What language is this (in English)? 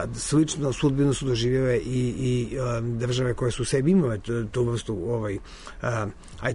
Serbian